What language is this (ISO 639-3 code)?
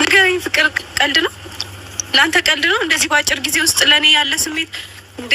amh